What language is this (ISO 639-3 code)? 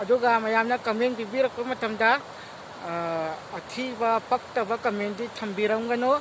mni